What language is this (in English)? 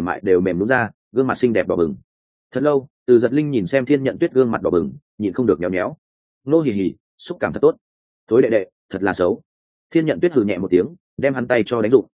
Vietnamese